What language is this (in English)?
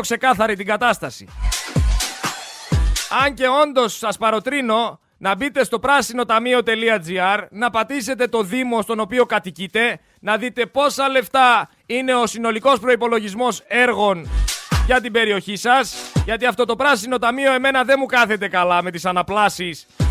Greek